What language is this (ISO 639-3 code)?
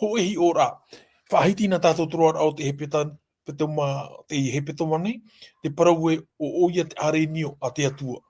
tah